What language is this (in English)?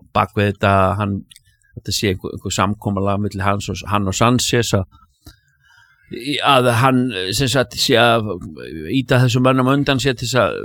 Icelandic